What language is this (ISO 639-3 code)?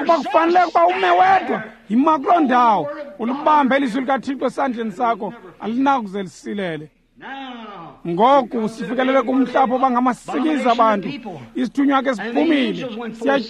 xho